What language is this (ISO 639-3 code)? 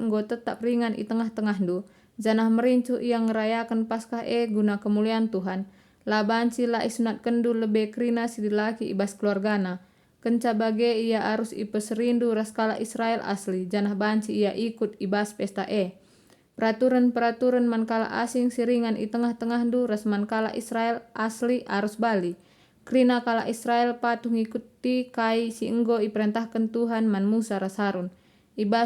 btx